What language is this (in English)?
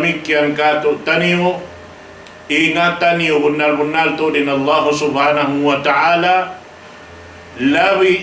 Tausug